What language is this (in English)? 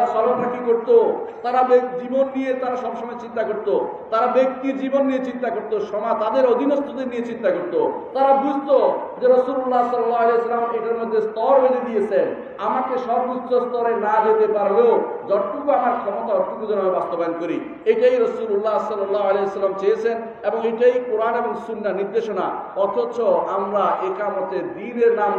Bangla